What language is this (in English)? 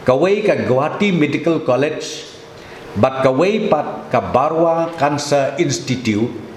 Khasi